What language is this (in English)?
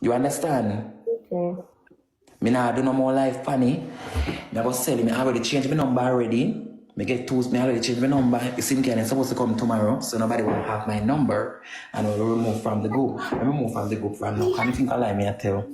Jamaican Creole English